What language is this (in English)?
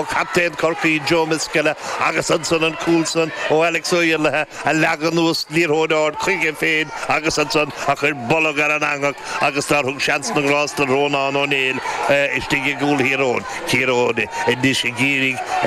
Irish